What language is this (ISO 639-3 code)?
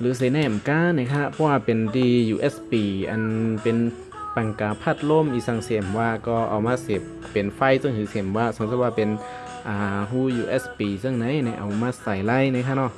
shn